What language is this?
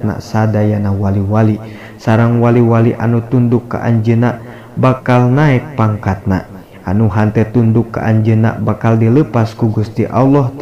Sundanese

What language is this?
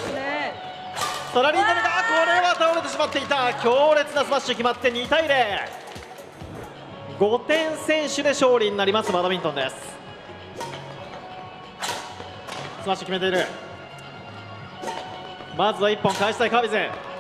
Japanese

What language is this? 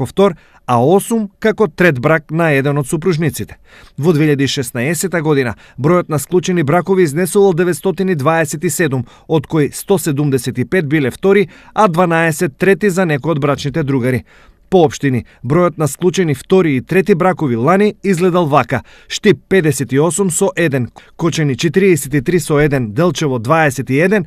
Macedonian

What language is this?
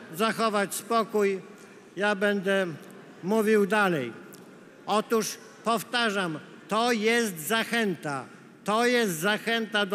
Polish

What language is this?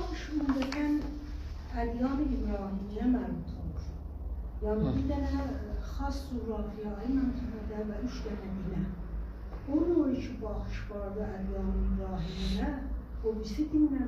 South Azerbaijani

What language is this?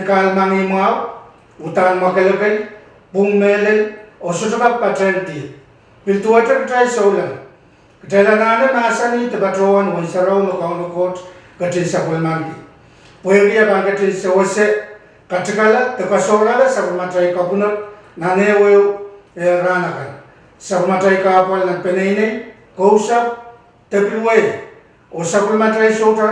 Pohnpeian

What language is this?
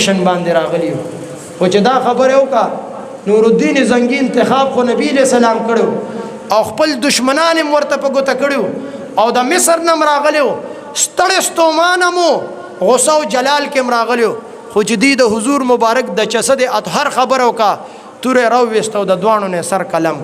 Pashto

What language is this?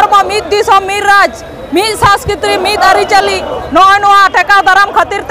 Santali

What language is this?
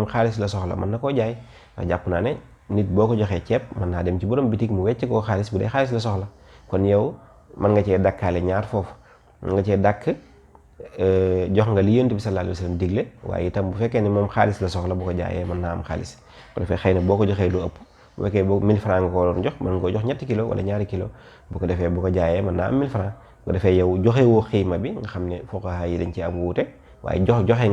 Wolof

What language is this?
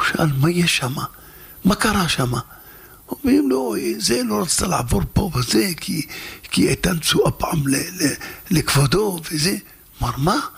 Hebrew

